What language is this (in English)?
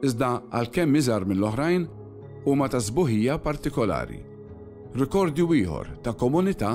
Maltese